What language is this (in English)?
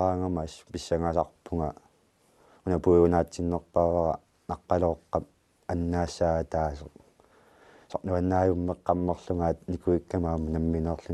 Kalaallisut